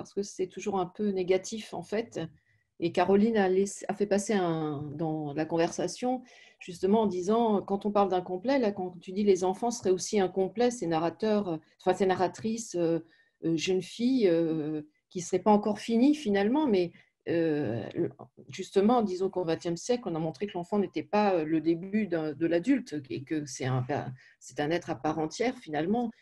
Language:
French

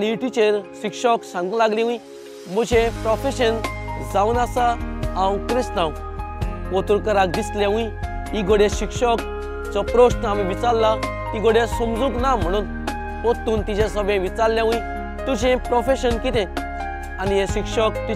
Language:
Konkani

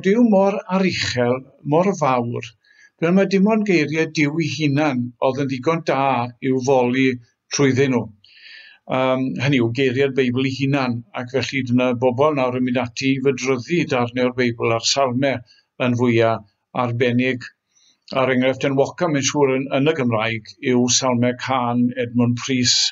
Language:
Welsh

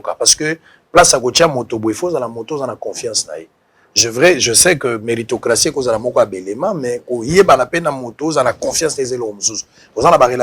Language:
Lingala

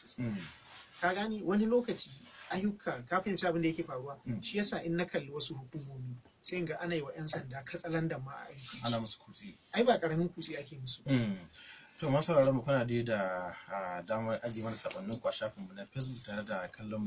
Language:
Hausa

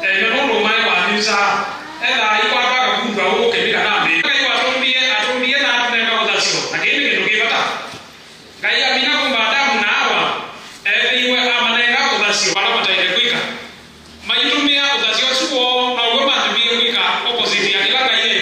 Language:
Kamba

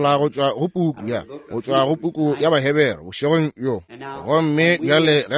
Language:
Northern Sotho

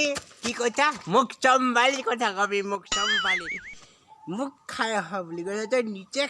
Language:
Assamese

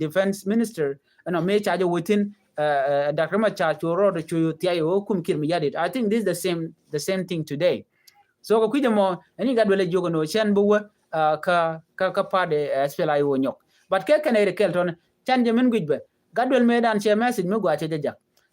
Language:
Nuer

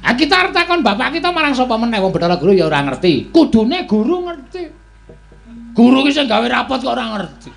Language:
Javanese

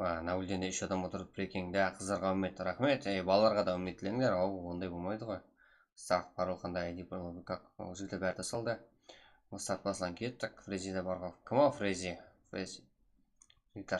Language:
Kara-Kalpak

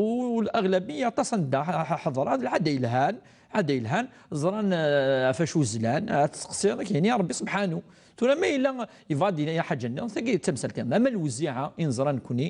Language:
Kabyle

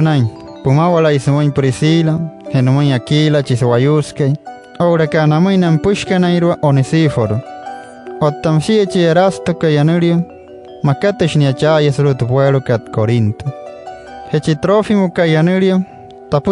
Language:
Wayuu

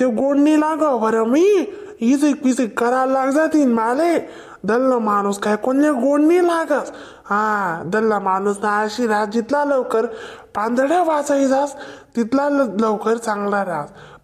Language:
Khandesi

